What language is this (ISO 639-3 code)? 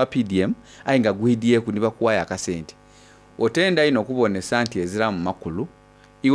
xog